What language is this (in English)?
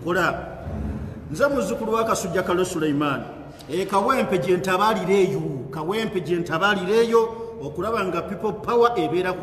Ganda